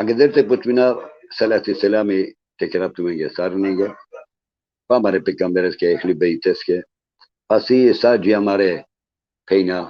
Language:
Balkan Romani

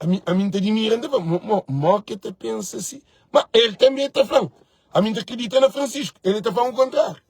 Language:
Kabuverdianu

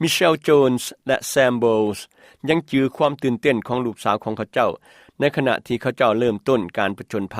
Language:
Lao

